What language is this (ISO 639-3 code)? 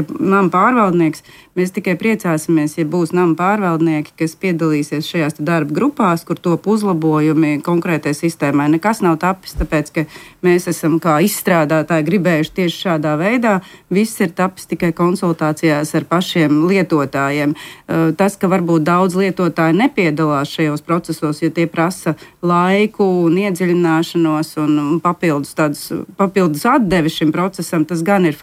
lav